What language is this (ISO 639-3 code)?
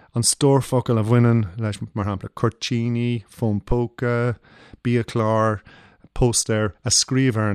gle